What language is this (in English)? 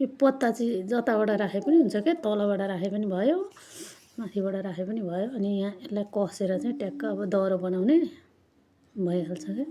Nepali